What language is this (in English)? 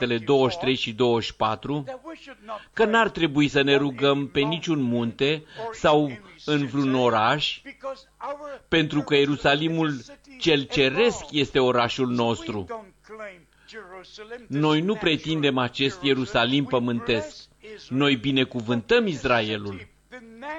Romanian